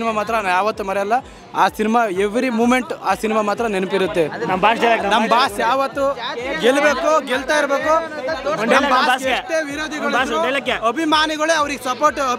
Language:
Kannada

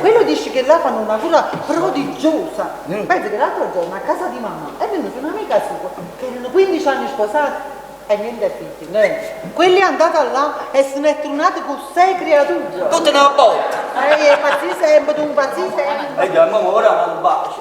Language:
Neapolitan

